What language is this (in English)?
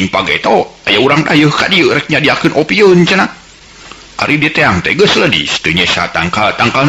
Sundanese